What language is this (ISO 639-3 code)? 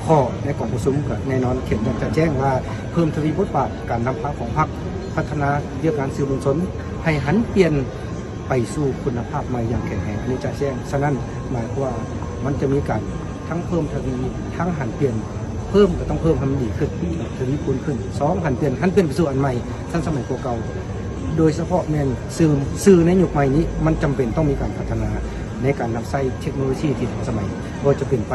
lao